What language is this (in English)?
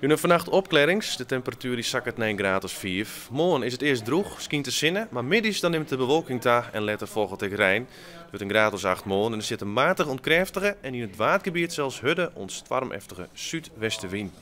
Western Frisian